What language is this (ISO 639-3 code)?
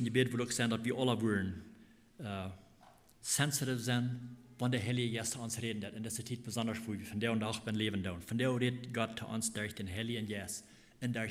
pdt